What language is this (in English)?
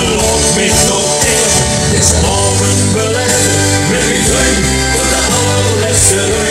Limburgish